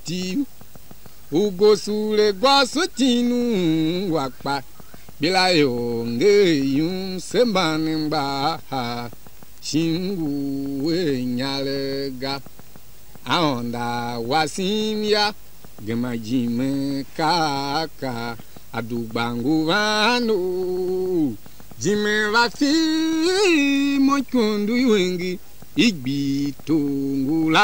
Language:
Tiv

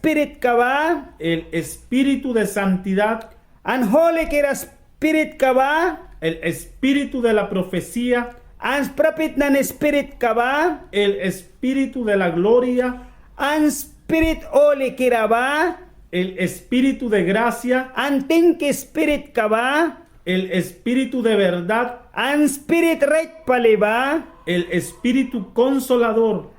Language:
Mískito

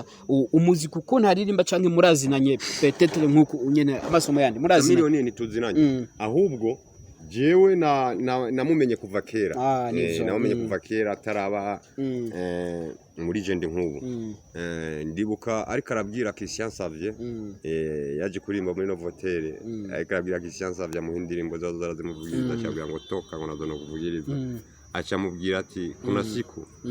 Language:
Rundi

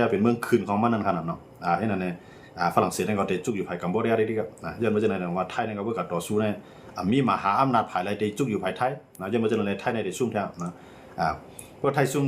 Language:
Shan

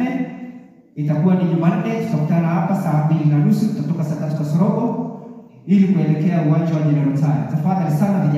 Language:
Swahili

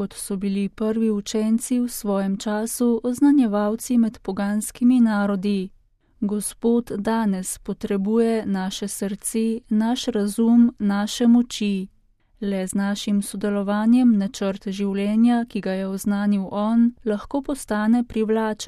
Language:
Slovenian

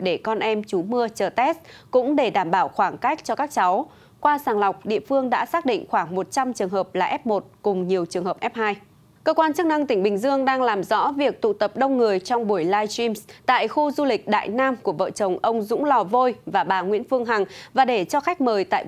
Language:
Vietnamese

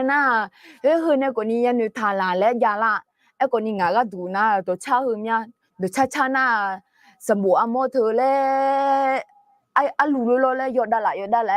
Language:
Akha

